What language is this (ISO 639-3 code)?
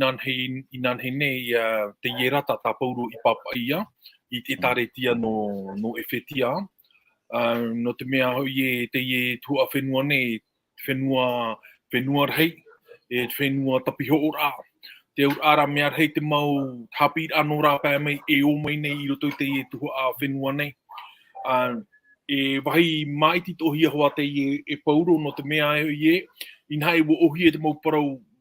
tah